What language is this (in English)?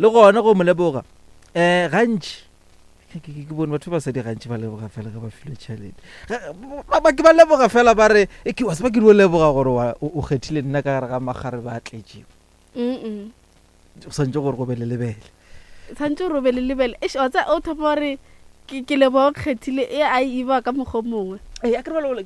Northern Sotho